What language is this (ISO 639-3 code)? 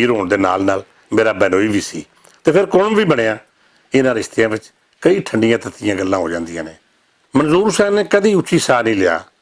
lah